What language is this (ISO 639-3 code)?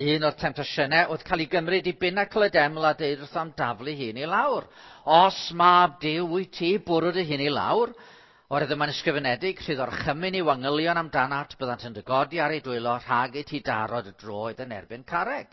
cym